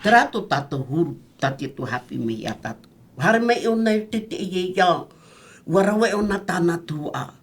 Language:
Tahitian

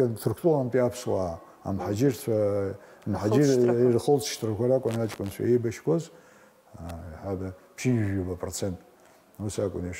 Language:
Abkhazian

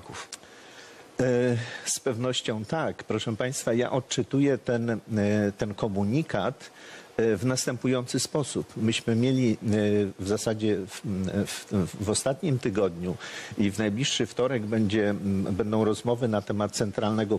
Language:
Polish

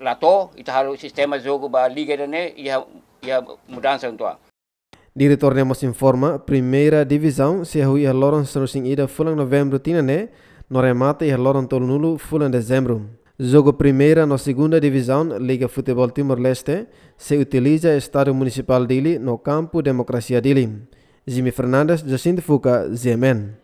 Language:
Tetum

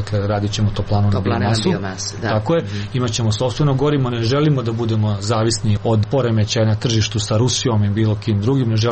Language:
Serbian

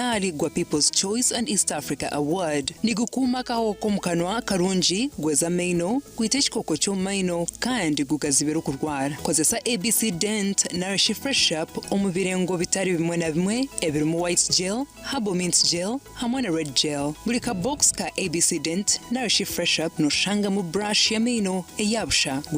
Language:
Nyankole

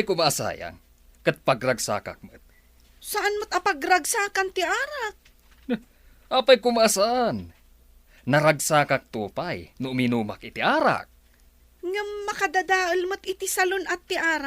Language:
Iloko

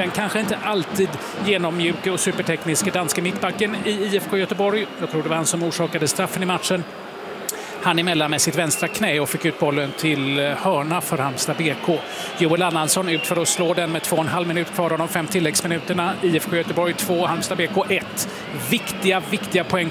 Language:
Swedish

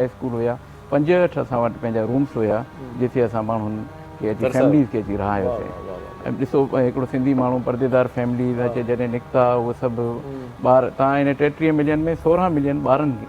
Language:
Sindhi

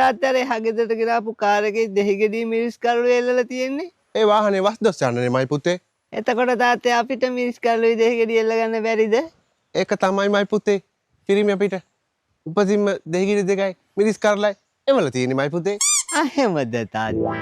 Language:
Sinhala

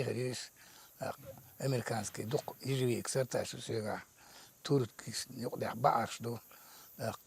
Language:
Chechen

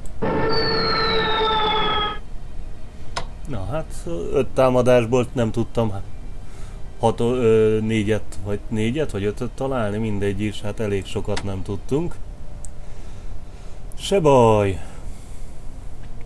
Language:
Hungarian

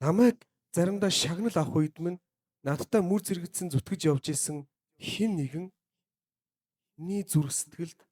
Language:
Mongolian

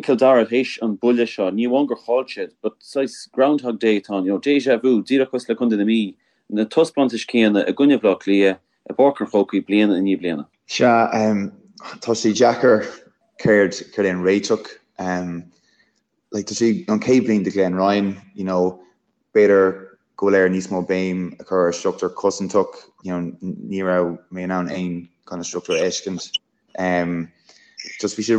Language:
Irish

